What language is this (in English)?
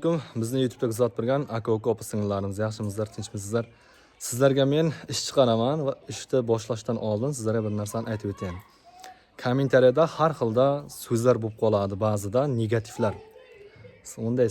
Uzbek